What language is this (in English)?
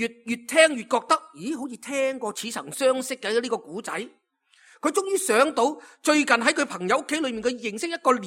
Cantonese